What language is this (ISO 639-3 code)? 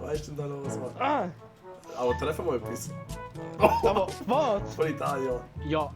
gsw